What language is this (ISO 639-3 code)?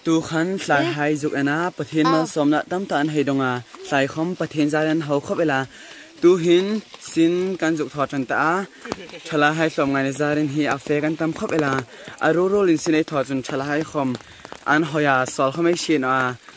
hmr